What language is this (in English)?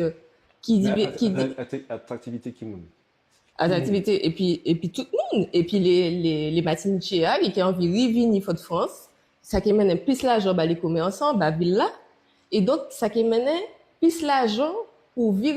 Guadeloupean Creole French